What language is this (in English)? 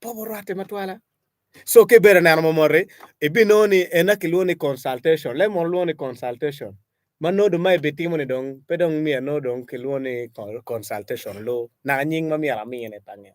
Acoli